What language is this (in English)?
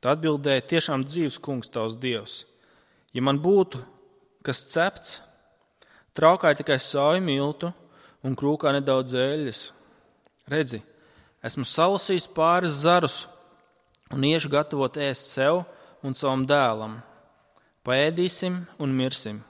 Latvian